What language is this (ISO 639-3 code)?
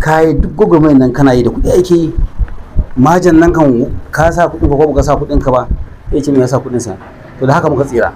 hau